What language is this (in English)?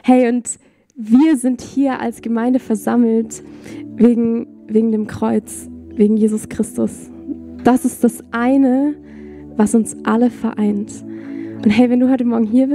Swiss German